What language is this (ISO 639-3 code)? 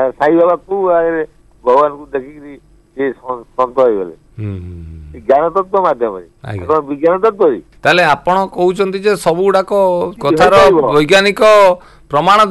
ori